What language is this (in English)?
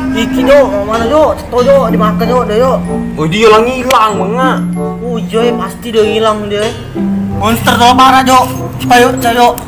Musi